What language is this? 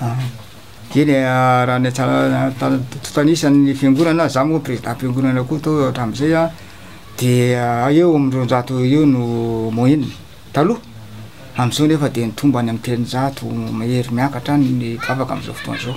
Malagasy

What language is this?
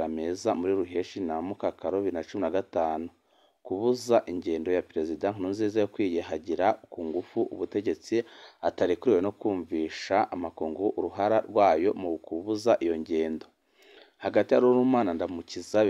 Rundi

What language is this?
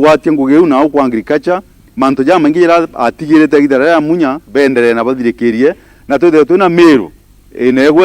Meru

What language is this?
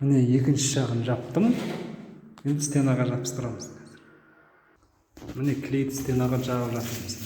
Kazakh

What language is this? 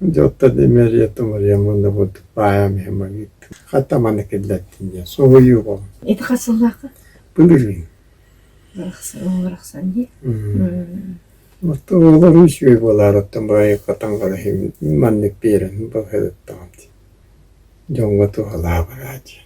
Yakut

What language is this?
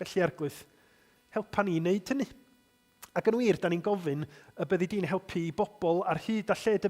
Welsh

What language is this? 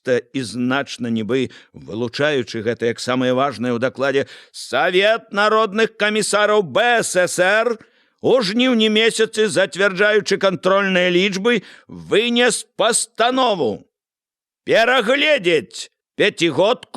Belarusian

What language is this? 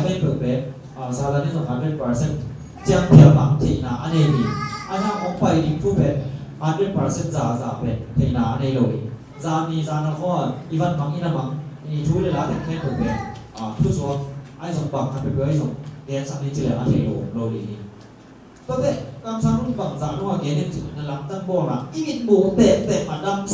Tedim Chin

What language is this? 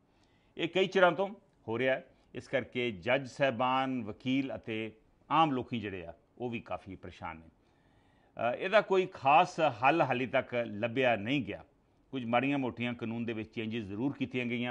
Punjabi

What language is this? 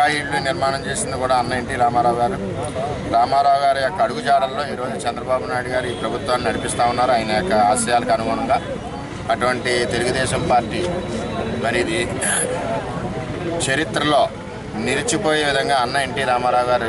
Telugu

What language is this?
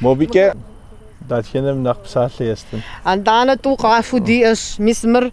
Kabardian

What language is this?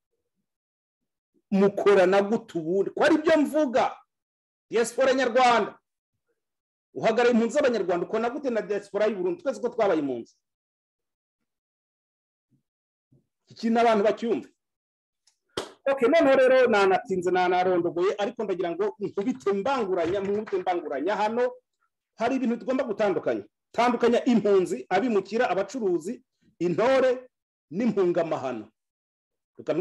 Kinyarwanda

